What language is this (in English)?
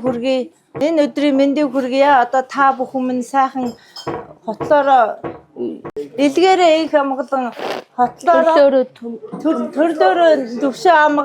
Mongolian